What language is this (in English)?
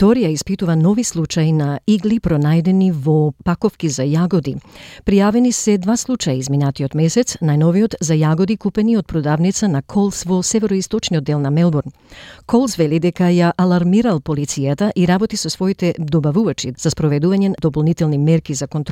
Macedonian